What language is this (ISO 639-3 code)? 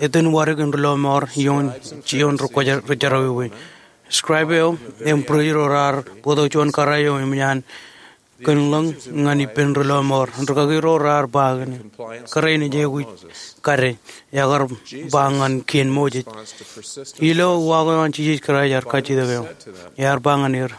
mah